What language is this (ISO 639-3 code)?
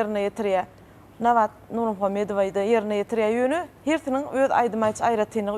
tuk